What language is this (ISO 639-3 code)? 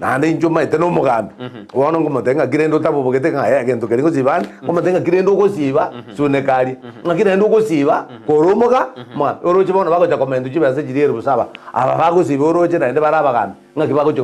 guz